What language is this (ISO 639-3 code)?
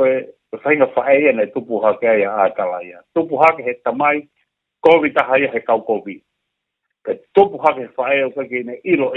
ton